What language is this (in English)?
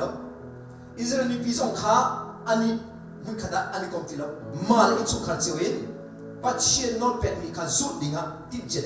Hakha Chin